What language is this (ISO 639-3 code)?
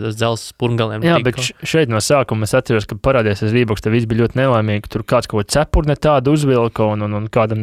lav